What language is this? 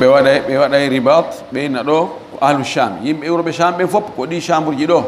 Fula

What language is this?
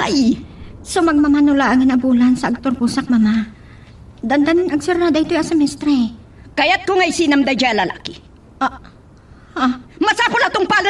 Iloko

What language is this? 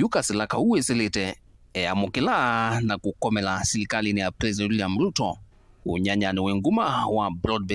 Kamba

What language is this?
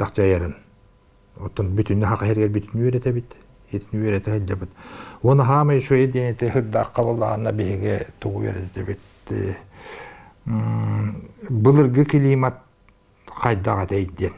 Yakut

